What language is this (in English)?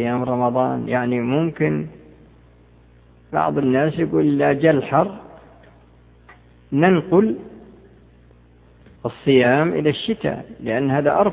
Arabic